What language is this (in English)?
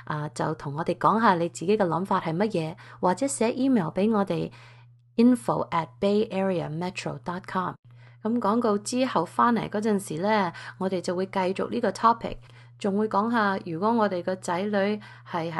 Cantonese